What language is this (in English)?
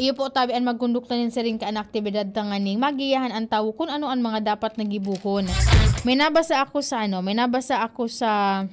Bikol